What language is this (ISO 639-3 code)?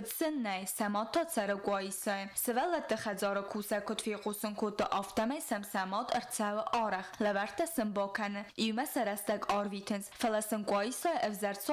oss